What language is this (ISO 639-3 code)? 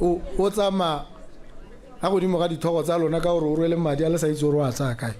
tsn